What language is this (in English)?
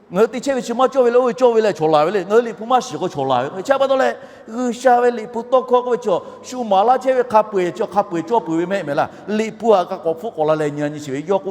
Lahu